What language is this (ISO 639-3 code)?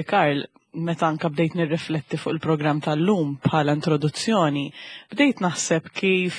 mlt